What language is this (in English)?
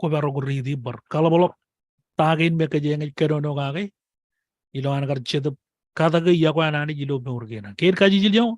Marshallese